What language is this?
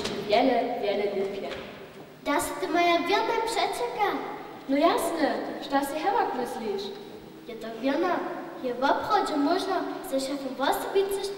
Upper Sorbian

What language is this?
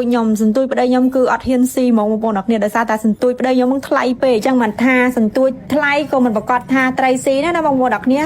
Khmer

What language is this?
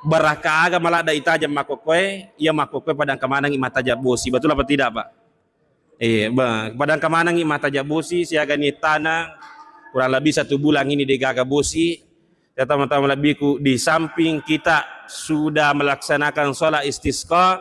Buginese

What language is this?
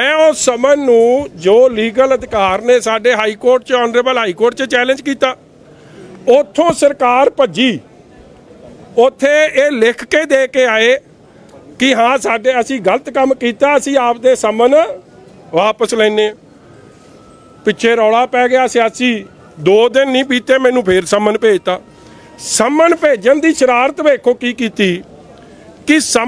Punjabi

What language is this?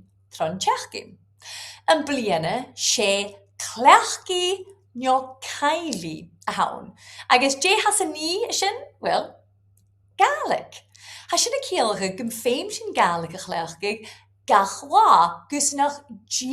Scottish Gaelic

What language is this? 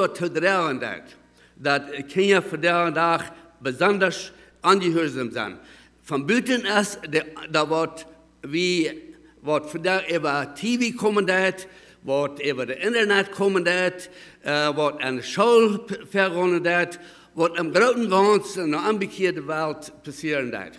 Plautdietsch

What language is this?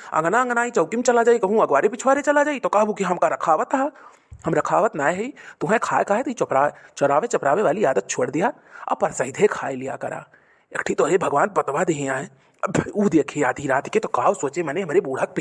Awadhi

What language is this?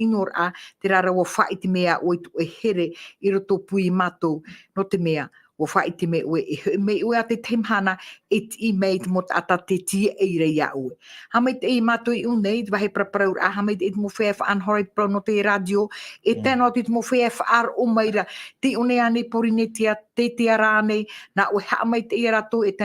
Tahitian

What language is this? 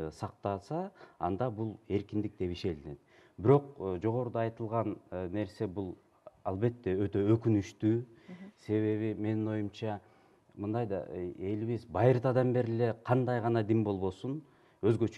Kyrgyz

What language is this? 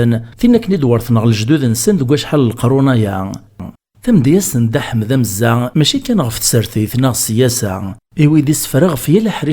Kabyle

